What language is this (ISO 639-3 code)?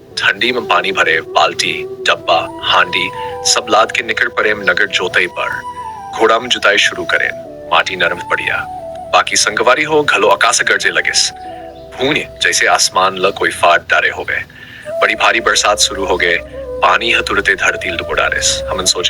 hne